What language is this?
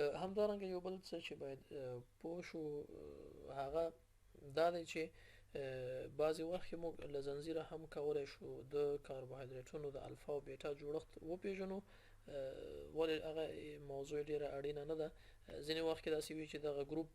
Pashto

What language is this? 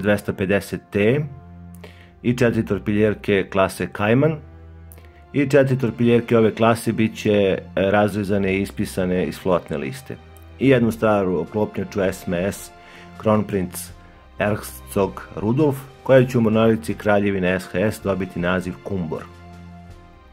Serbian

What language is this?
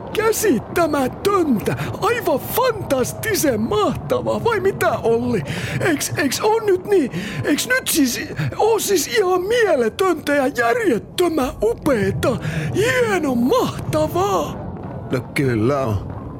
Finnish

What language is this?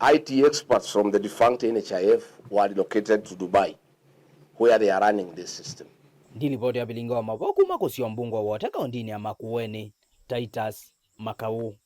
Kamba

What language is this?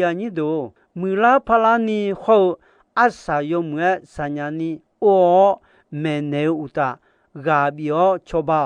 Akha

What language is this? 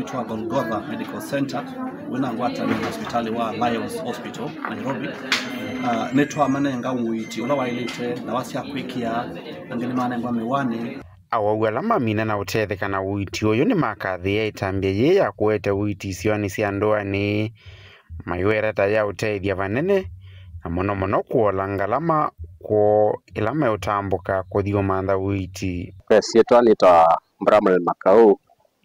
Kamba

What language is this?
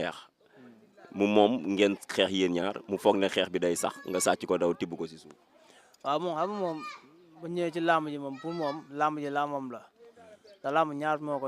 Wolof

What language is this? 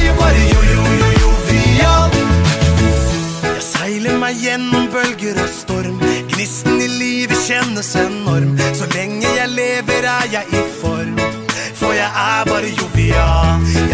Norwegian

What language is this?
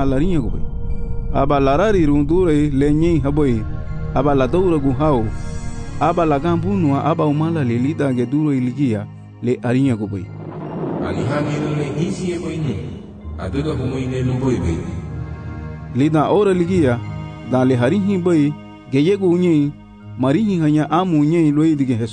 Garifuna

